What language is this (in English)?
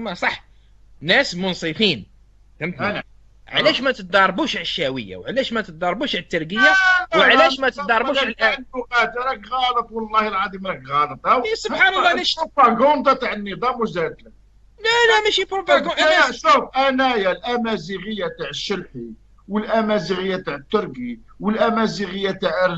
Algerian Arabic